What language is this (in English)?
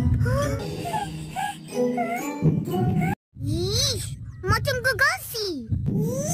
Malay